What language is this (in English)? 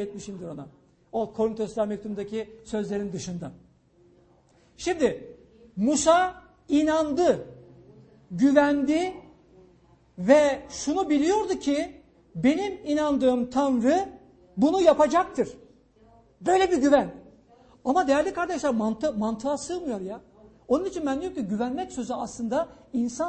Turkish